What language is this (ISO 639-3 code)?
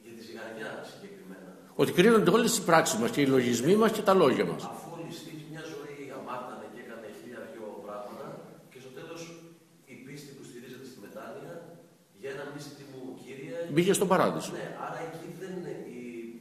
ell